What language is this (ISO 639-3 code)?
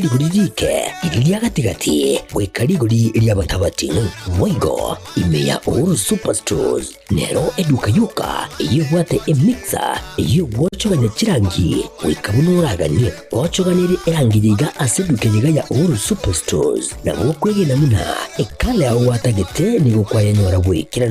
guz